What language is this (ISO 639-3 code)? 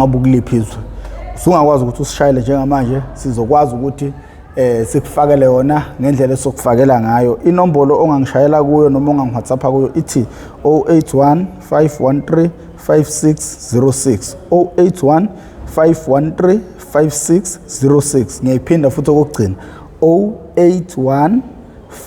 zul